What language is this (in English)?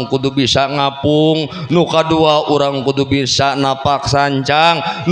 Sundanese